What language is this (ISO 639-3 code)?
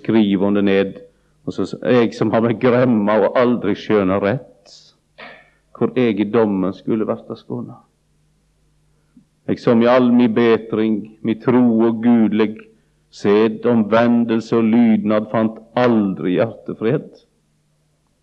nor